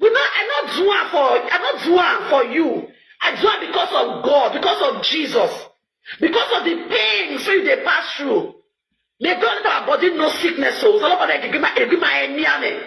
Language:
Nigerian Pidgin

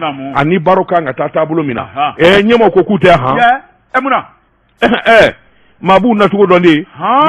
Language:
Bambara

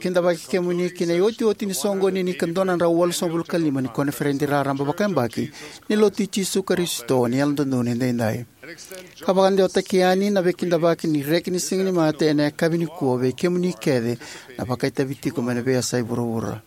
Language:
Fijian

